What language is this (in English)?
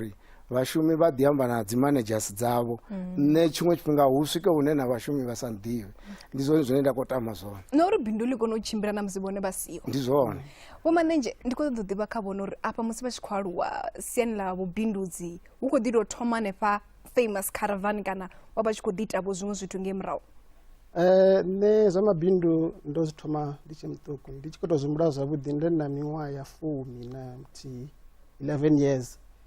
Venda